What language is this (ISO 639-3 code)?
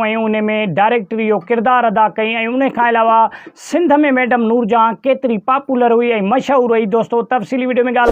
snd